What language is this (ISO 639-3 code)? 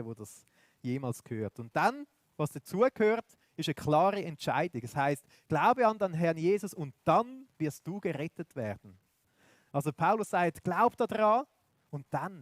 gsw